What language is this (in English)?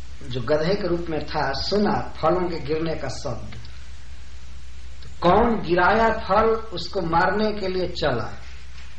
Hindi